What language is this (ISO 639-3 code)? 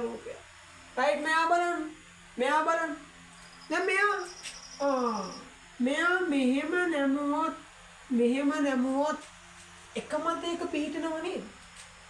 sin